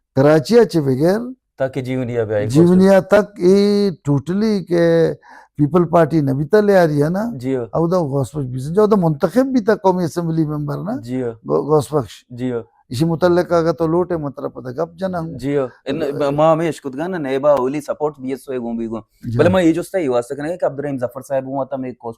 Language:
Baluchi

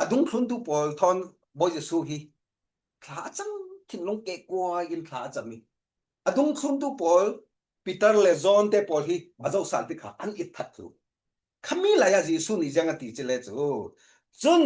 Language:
Falam Chin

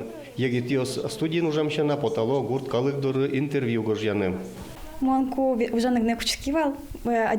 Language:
Udmurt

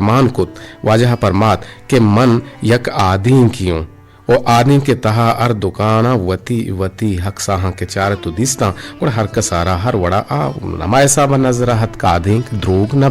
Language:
Eastern Balochi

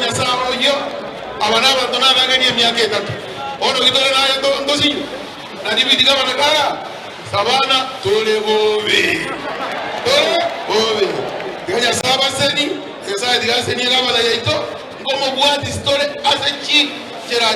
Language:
Gusii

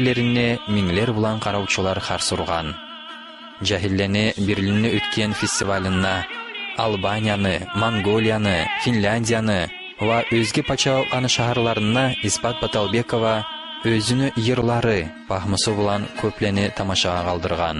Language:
Kumyk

